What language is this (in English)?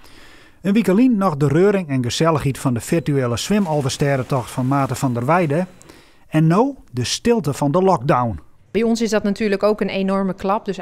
Western Frisian